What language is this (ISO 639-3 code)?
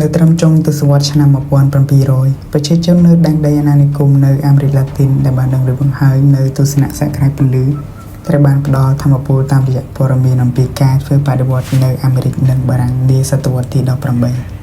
khm